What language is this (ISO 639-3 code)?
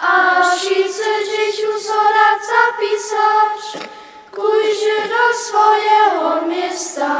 hsb